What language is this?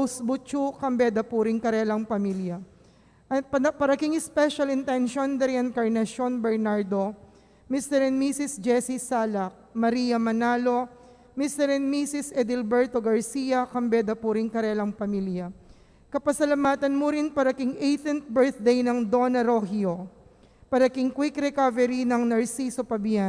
Pampanga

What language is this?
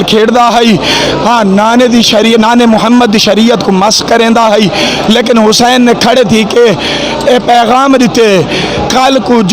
Saraiki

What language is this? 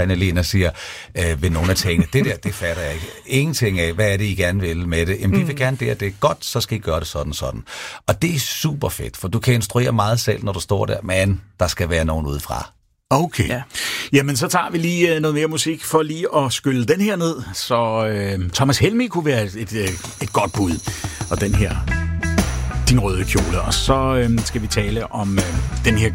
Danish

